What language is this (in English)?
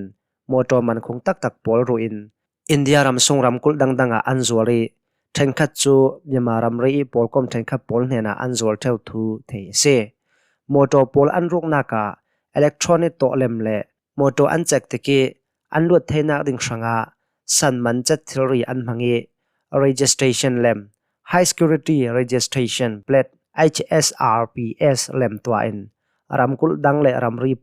Hakha Chin